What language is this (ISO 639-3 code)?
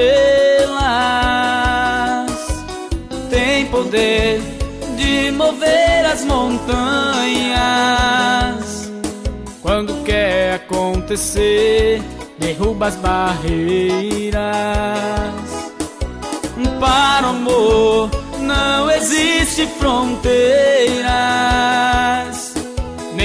por